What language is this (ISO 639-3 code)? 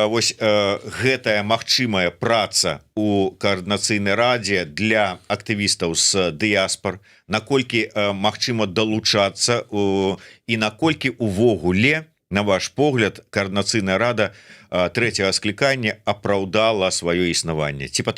bel